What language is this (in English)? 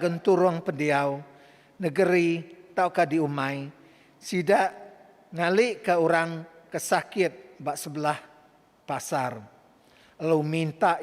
Iban